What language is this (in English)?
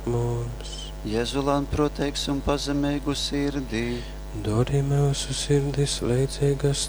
Latgalian